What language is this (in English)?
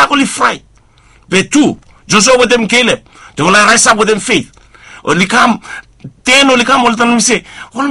Bislama